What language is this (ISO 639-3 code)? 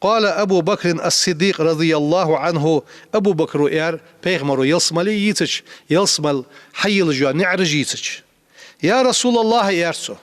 inh